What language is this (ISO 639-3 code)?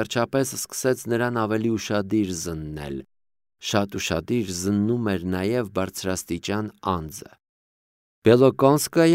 hye